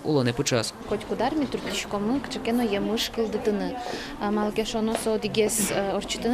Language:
Udmurt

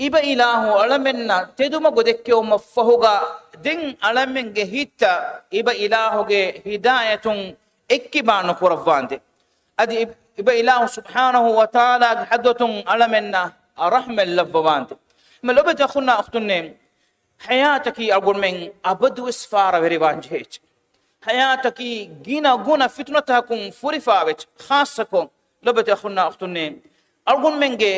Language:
Divehi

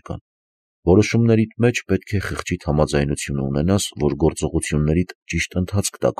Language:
Armenian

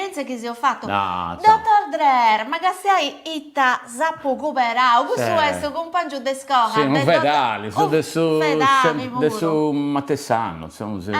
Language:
Sardinian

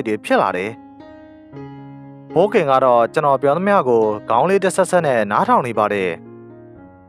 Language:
Burmese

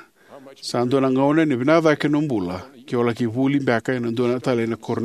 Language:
Fijian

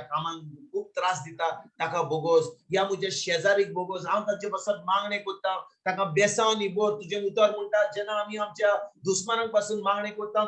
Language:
Konkani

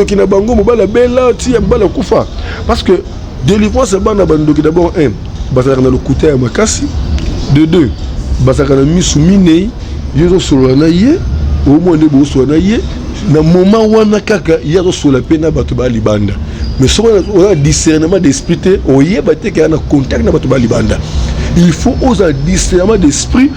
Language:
Lingala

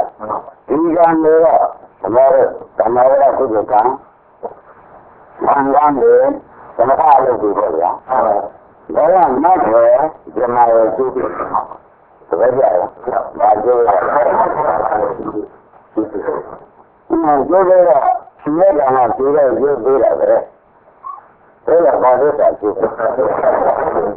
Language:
Burmese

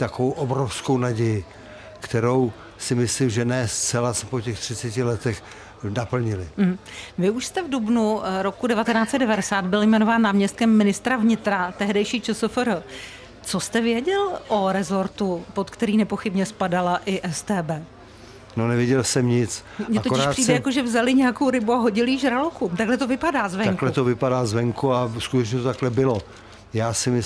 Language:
Czech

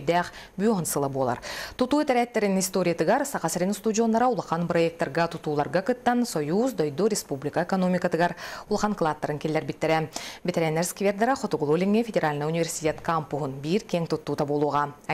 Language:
Yakut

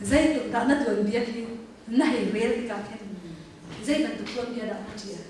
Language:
Hakha Chin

